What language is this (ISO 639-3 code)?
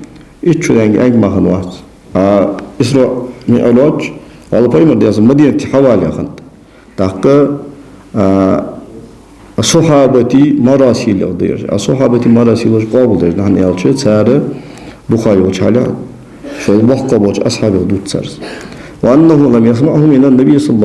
inh